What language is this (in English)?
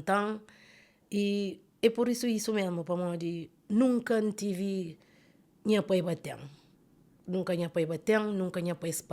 Kabuverdianu